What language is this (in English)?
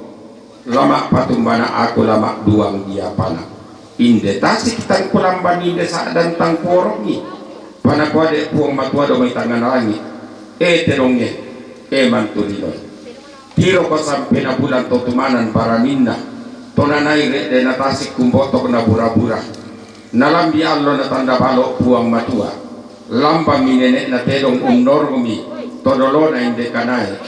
Toraja-Sa'dan